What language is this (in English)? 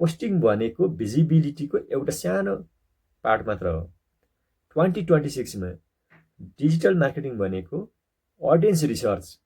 Nepali